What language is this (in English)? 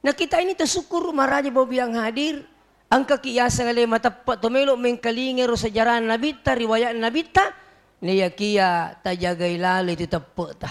Buginese